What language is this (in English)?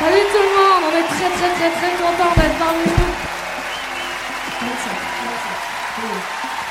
French